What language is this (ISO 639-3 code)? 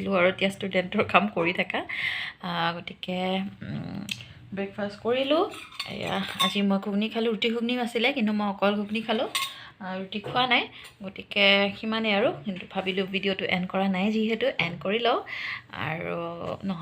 asm